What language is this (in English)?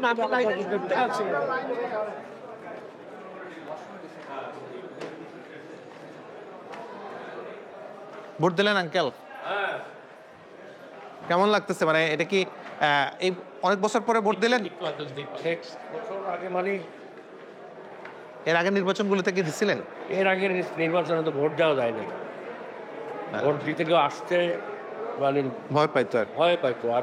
Bangla